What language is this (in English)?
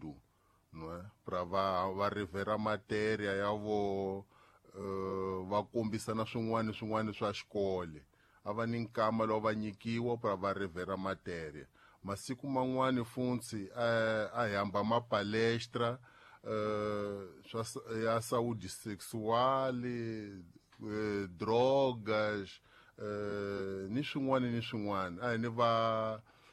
Tsonga